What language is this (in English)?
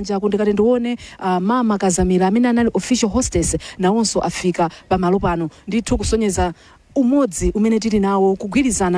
Nyanja